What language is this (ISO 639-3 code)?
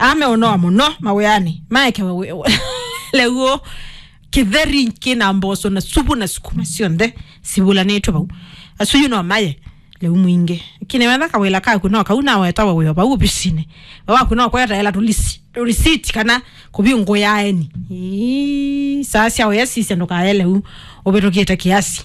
kam